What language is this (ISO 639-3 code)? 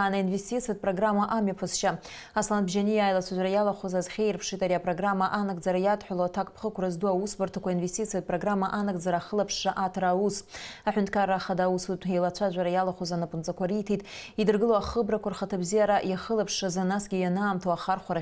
abk